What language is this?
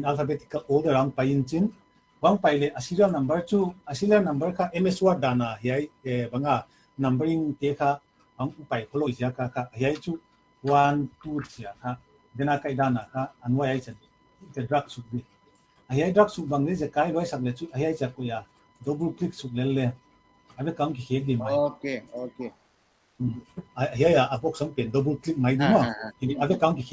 Paite Chin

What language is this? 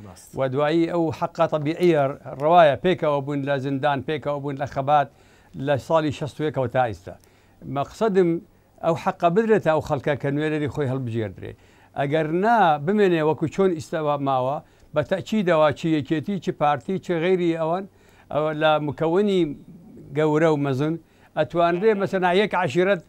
Central Kurdish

